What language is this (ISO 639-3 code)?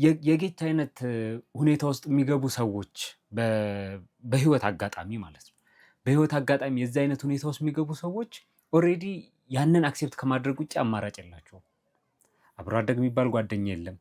amh